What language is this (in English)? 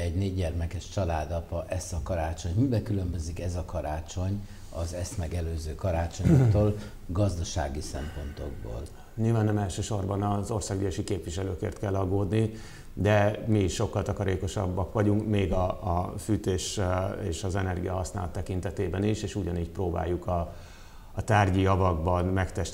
Hungarian